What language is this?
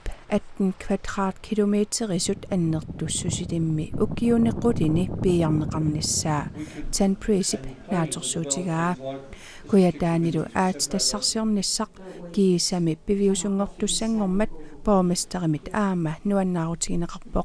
Kalaallisut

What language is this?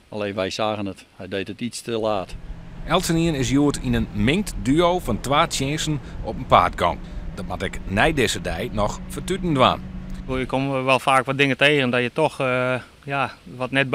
Western Frisian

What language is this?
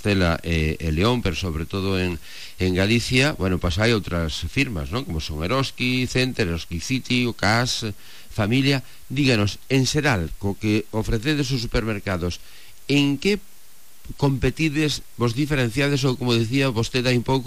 Galician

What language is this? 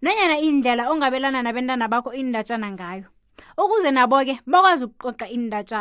South Ndebele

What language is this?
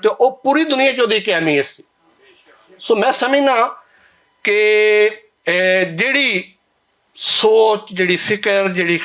Western Panjabi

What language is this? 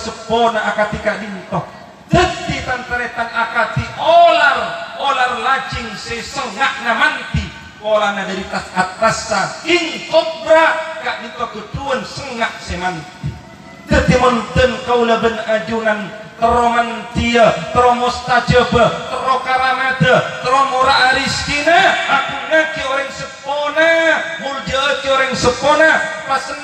Madurese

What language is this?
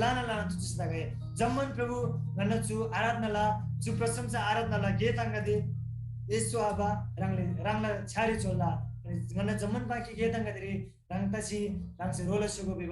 Eastern Tamang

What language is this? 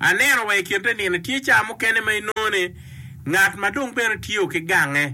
Acoli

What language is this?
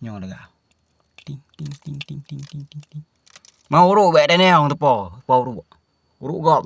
Achinese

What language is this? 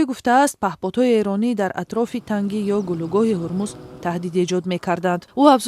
Tajik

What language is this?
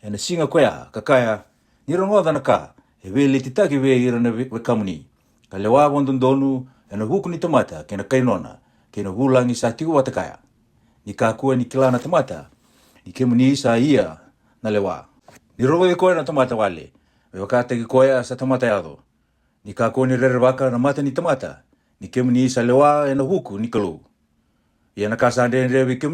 Fijian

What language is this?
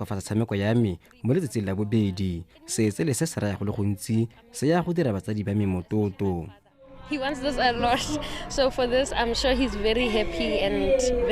Tswana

